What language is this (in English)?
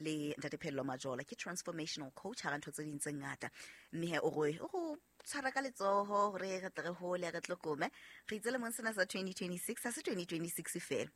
Southern Sotho